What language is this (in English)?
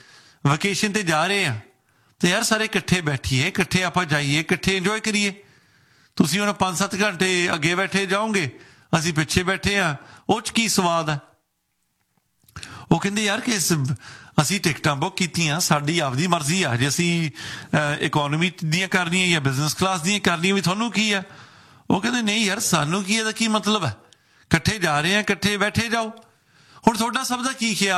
Punjabi